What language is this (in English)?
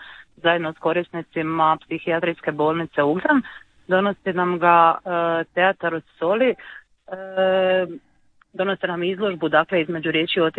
Croatian